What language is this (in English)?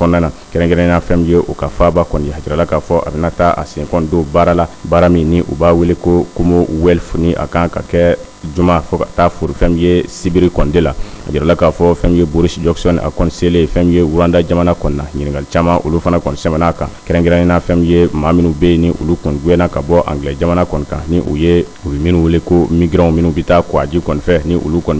Bambara